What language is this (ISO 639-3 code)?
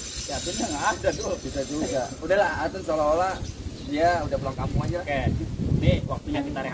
bew